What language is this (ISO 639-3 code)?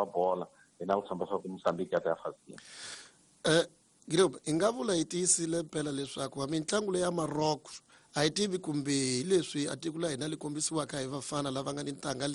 tso